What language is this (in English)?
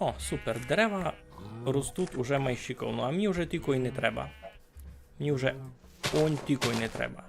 Rusyn